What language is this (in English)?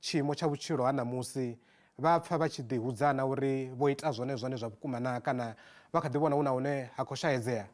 Venda